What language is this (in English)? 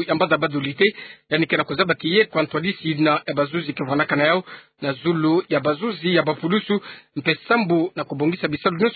Kituba (Democratic Republic of Congo)